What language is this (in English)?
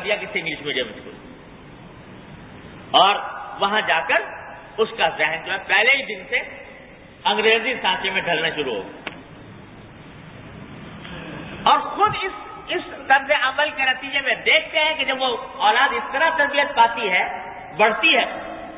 Urdu